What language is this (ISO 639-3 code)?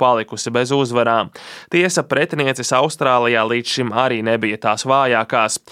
lav